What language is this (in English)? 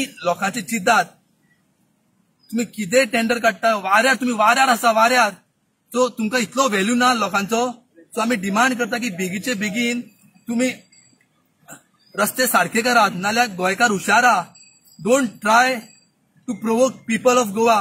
Konkani